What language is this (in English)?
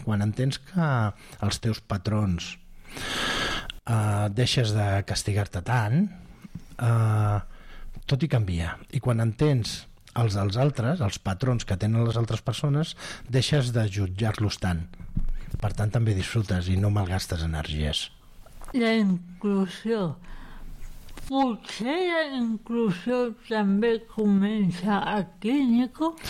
Catalan